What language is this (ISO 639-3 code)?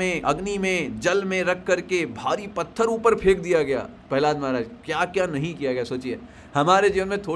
hin